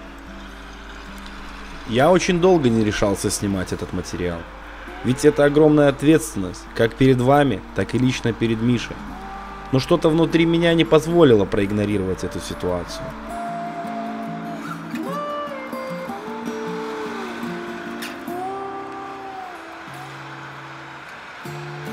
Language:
Russian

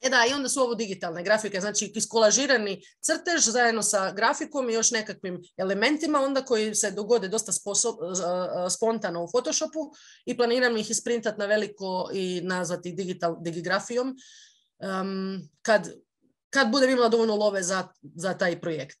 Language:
Croatian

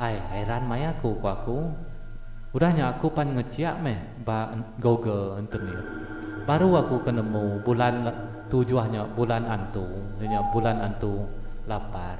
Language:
Iban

